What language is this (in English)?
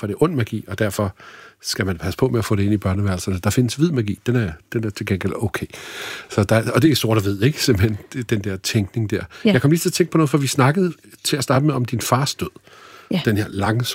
Danish